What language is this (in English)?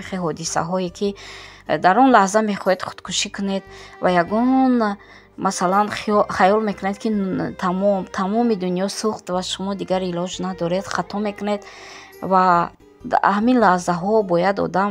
Tajik